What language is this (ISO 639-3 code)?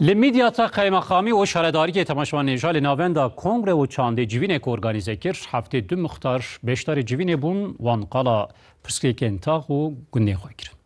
kur